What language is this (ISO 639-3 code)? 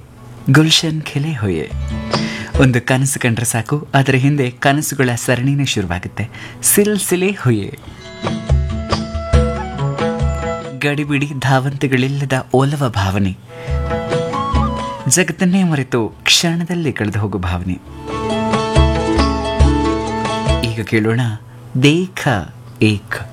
kan